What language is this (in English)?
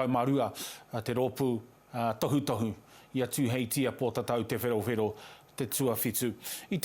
Māori